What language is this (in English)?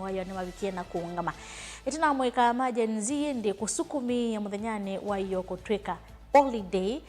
Kamba